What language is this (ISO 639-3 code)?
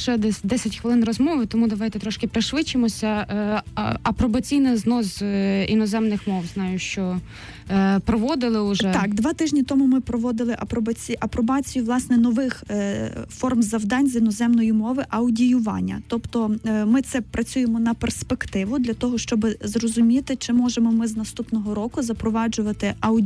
ukr